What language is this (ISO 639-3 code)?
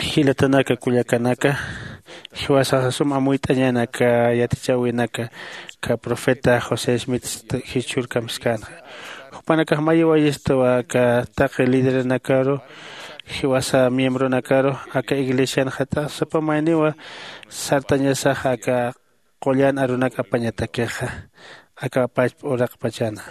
aym